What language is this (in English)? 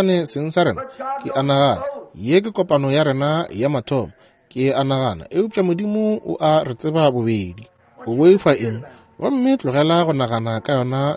Northern Sotho